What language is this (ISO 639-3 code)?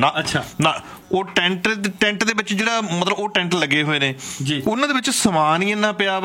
pan